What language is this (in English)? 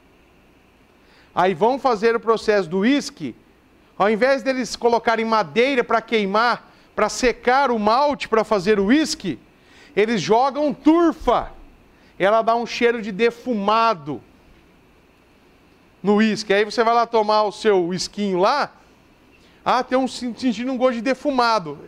Portuguese